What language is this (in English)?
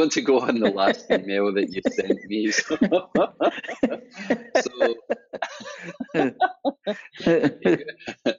English